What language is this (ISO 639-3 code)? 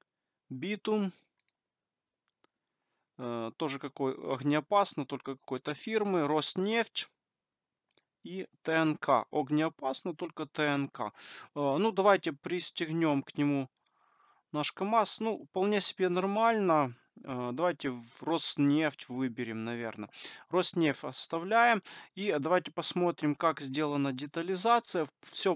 rus